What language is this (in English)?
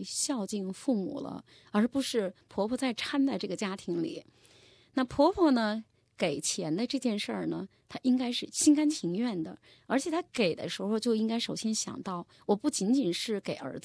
Chinese